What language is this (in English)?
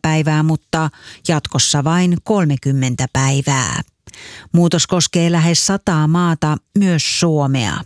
Finnish